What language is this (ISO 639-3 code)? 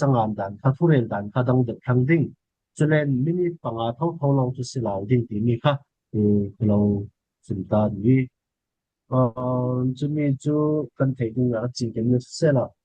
cfm